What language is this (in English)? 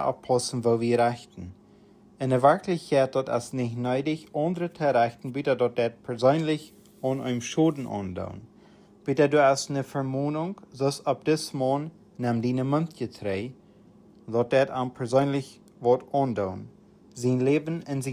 Plautdietsch